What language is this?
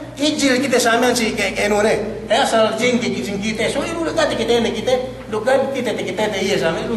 Yakan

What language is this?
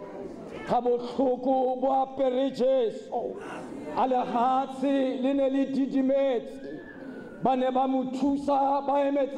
Tswana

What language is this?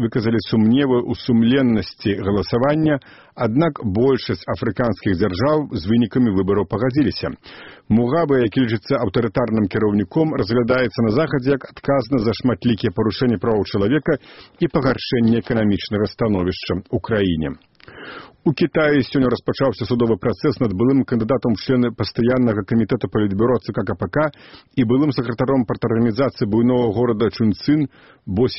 Belarusian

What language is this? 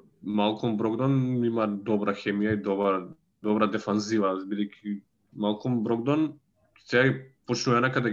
Macedonian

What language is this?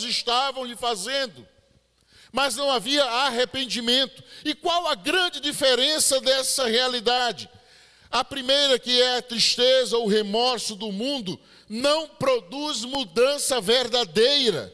Portuguese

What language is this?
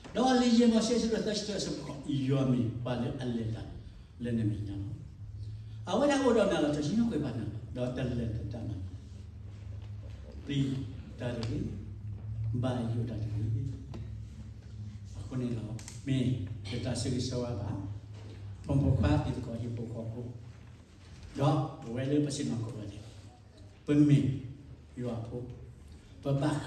S'gaw Karen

